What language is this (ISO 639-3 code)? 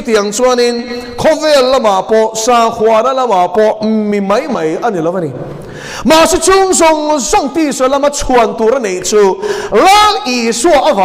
lus